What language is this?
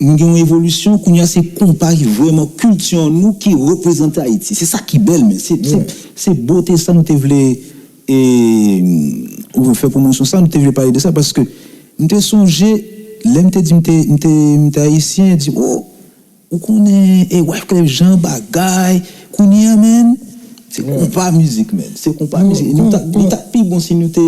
Haitian Creole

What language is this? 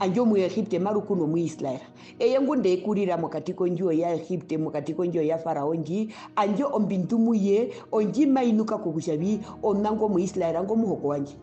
Herero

